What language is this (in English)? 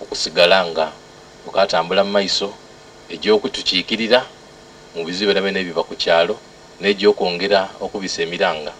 Soga